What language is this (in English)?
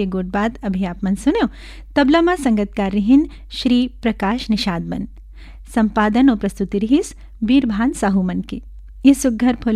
Chhattisgarhi